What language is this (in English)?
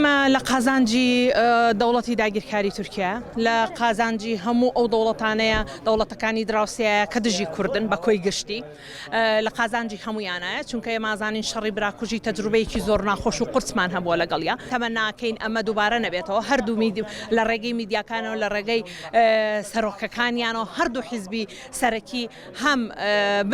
Central Kurdish